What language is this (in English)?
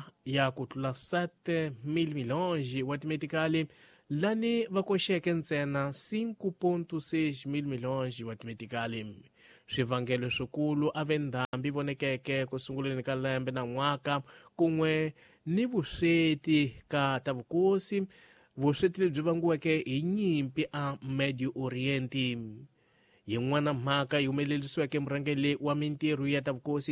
Tsonga